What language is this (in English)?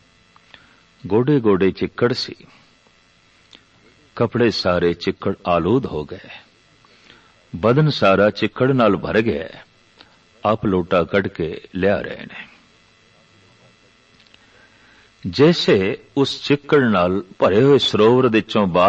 Punjabi